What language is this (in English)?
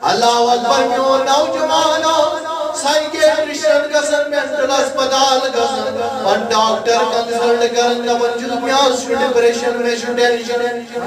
Kashmiri